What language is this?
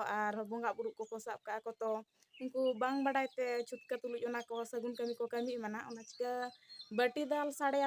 Santali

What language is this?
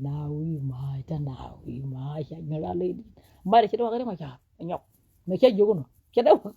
Nuer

